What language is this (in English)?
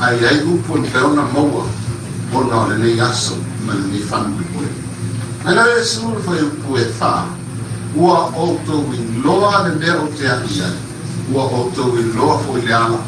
Samoan